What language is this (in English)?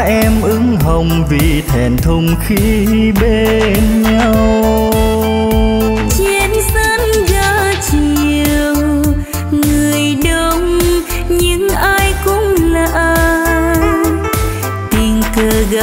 Vietnamese